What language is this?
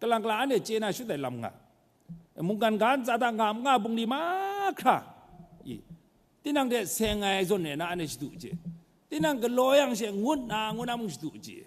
Kachin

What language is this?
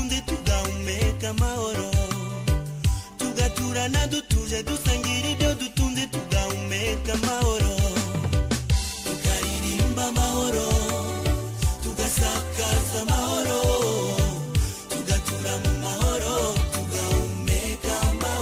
Kinyarwanda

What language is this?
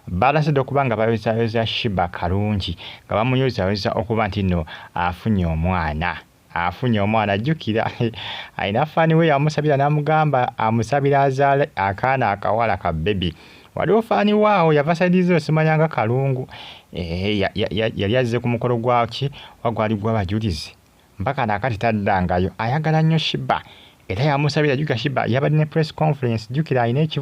Ganda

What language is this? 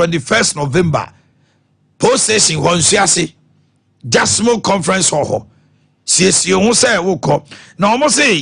Akan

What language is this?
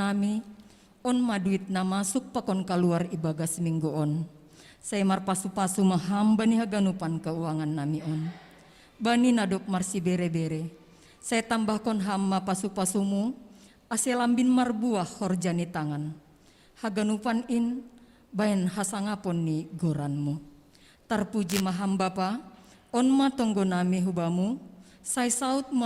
Batak Simalungun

